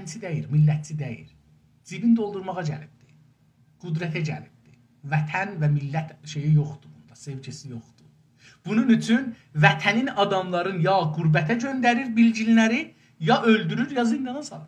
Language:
South Azerbaijani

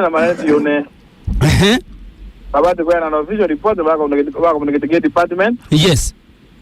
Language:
Meru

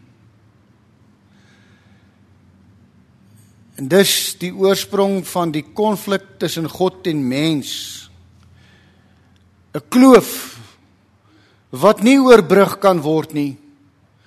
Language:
Afrikaans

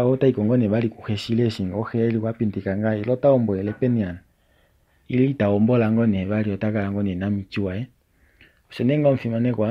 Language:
Kuanyama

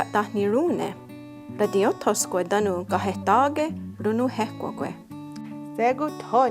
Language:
Mohawk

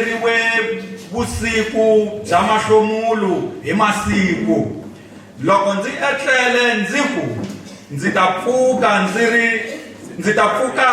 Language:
Tsonga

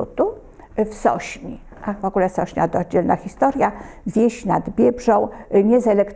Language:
Polish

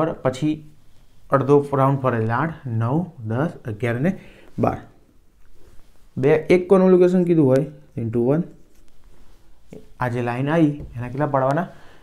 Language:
Gujarati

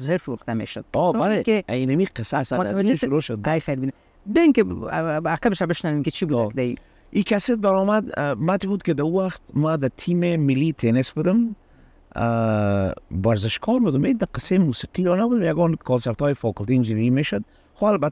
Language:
Persian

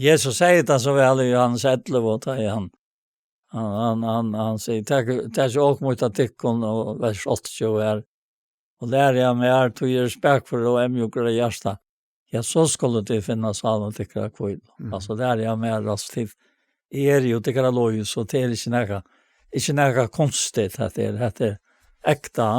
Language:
Faroese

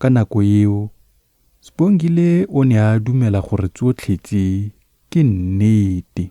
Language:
Tswana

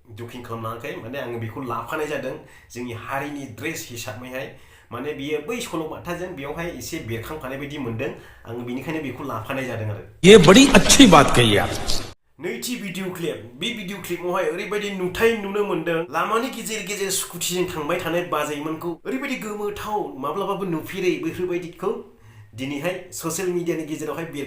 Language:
Bodo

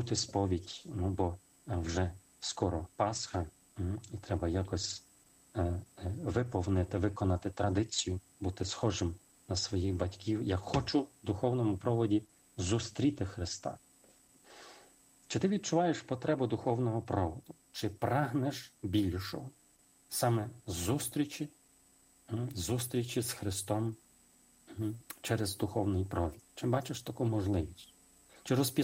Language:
Ukrainian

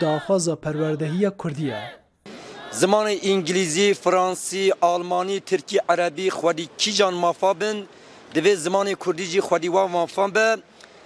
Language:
Kurdish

